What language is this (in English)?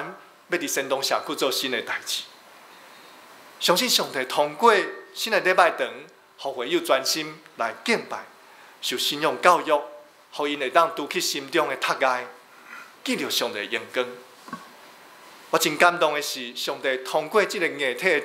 Min Nan Chinese